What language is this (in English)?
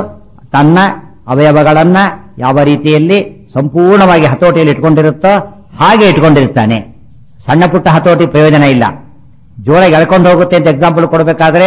Kannada